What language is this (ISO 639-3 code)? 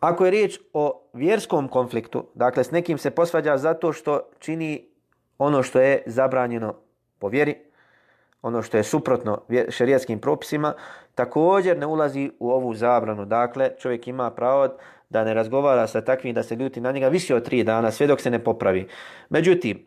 bos